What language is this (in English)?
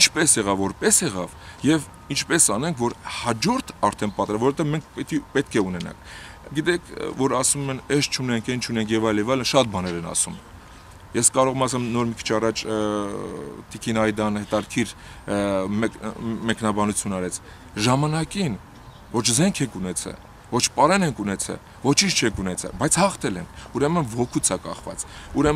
Armenian